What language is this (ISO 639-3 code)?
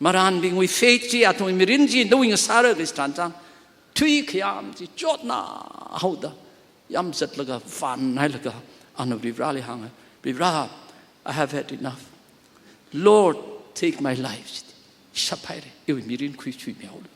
nmf